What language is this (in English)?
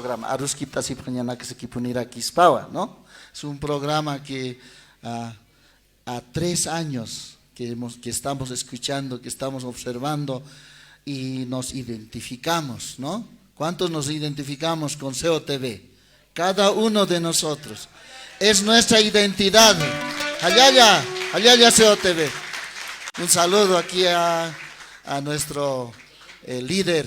Aymara